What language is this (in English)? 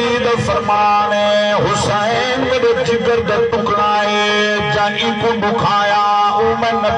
Saraiki